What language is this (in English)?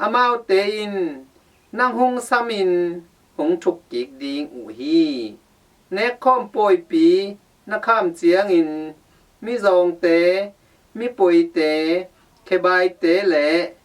Tedim Chin